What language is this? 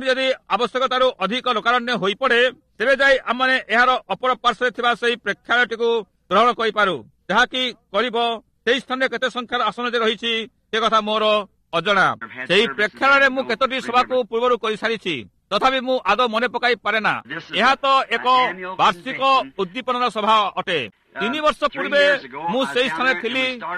Odia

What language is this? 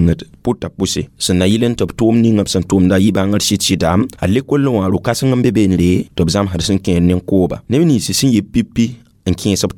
Mossi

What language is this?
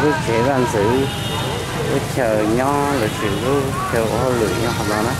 Hmong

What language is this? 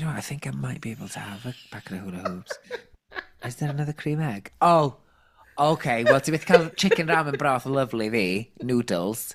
Welsh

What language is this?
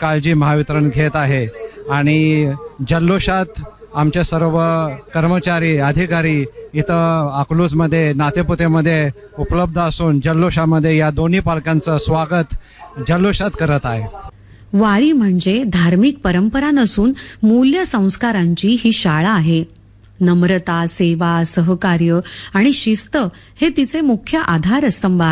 Marathi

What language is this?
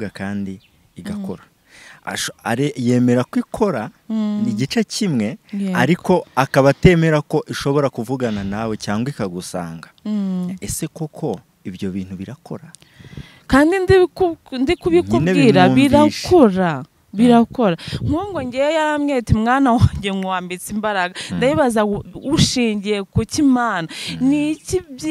Kinyarwanda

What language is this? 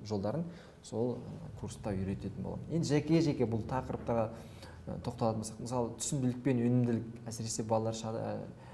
Kazakh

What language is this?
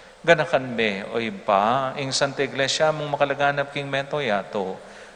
Pampanga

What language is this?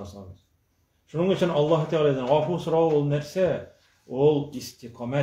Tatar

